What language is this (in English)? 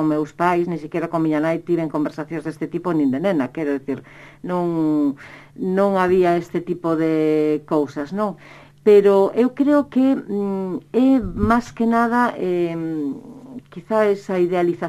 Galician